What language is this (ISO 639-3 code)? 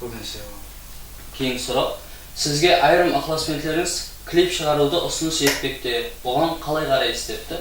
kaa